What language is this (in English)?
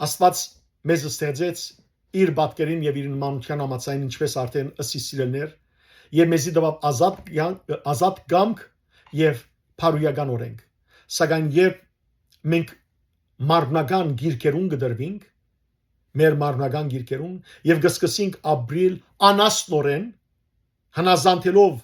Western Armenian